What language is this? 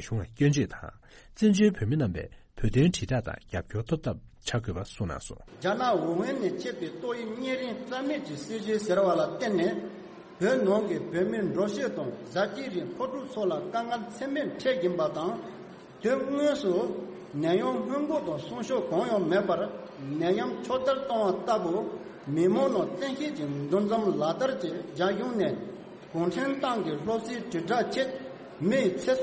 Tibetan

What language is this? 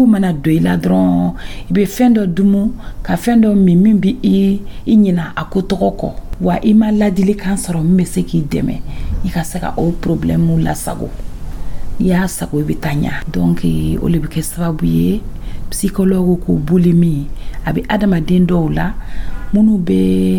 Dyula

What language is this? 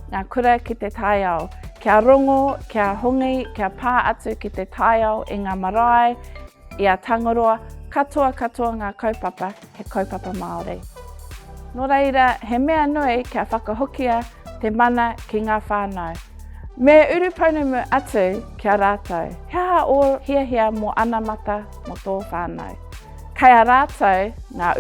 Māori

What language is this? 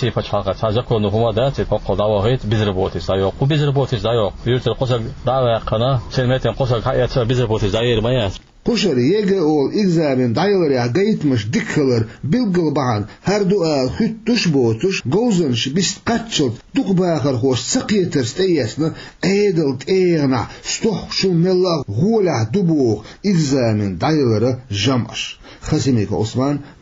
Chechen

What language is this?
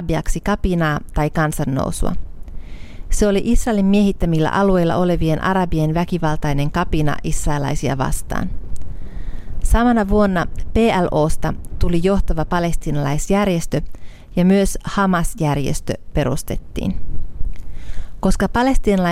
Finnish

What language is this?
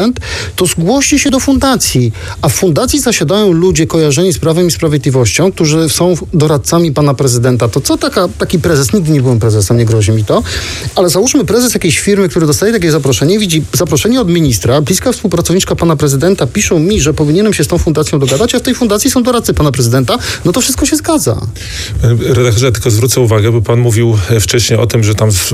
Polish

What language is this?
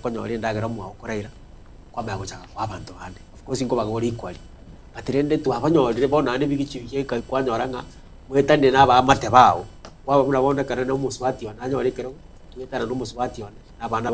Gusii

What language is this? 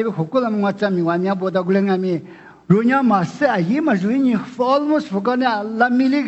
Lisu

